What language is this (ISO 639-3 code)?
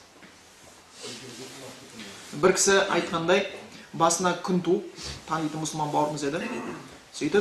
kaz